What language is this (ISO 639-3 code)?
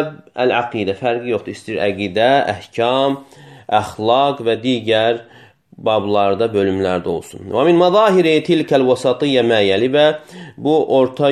aze